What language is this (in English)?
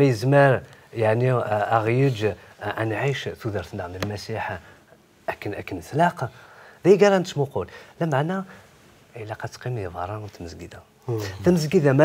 Kabyle